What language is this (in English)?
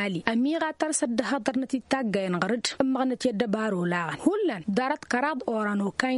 Tamasheq